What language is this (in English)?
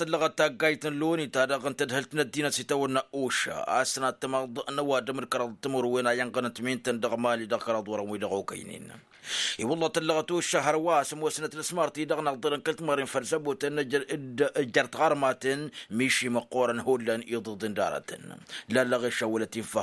Tamasheq